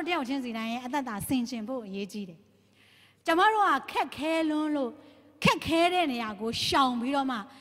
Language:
Burmese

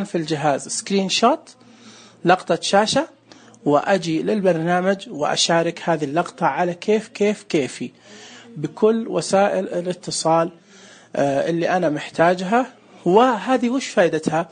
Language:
Najdi Arabic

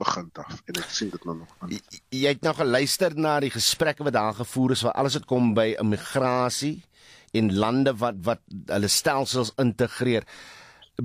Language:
Afrikaans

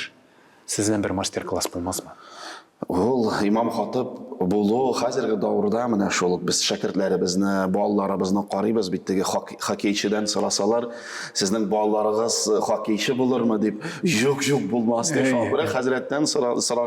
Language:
Tatar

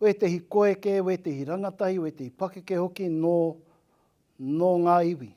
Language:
Māori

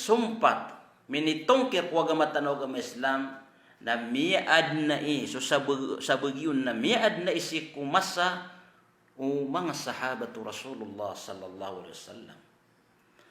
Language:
Maranao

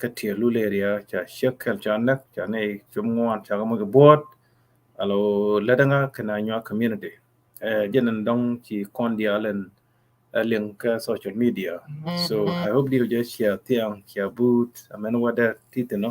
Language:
Nuer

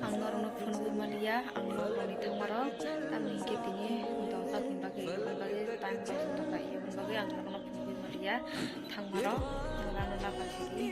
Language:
Kok Borok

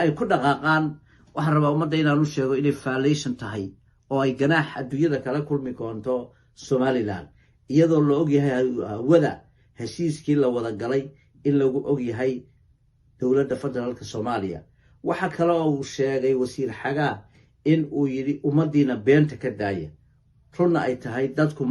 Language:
Somali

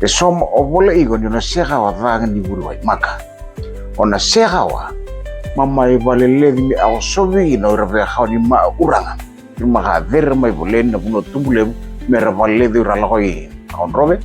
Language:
Fijian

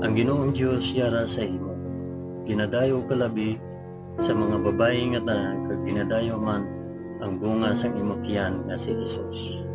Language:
Hiligaynon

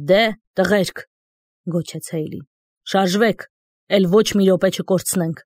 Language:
Armenian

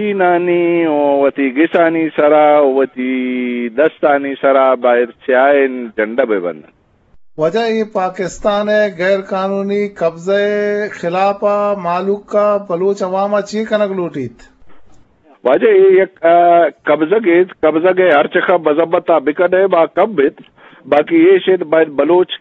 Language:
Eastern Balochi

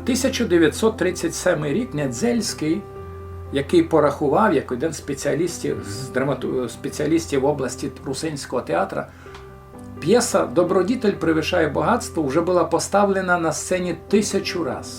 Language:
Rusyn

